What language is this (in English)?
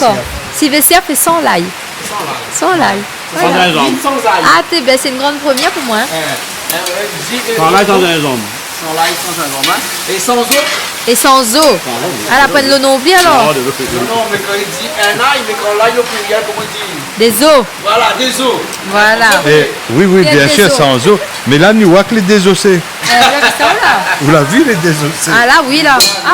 Réunion Creole French